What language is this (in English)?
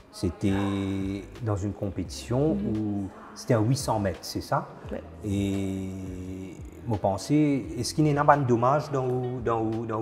Morisyen